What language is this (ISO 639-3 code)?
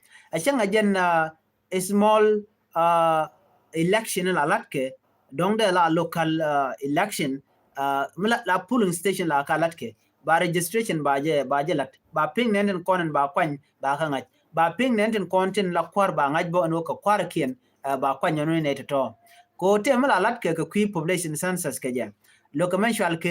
nus